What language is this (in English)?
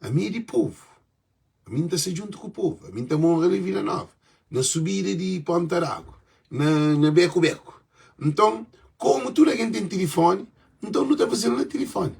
Kabuverdianu